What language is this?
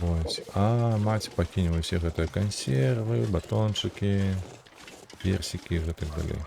Belarusian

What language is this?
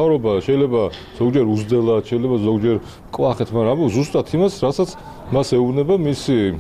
Georgian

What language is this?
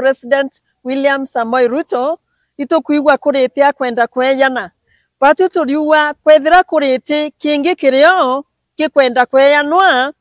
Meru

